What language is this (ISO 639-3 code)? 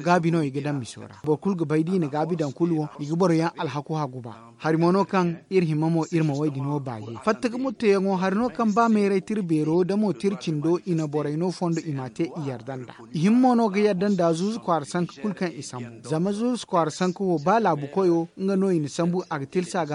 dje